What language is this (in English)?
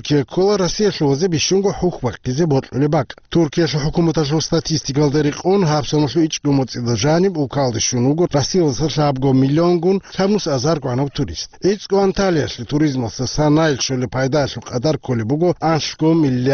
Avaric